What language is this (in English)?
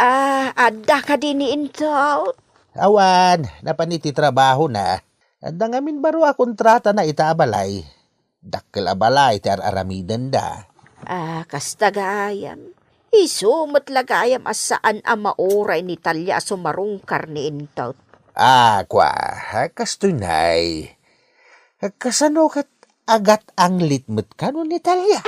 Iloko